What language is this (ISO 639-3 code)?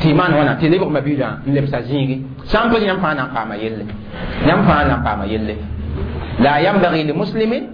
mos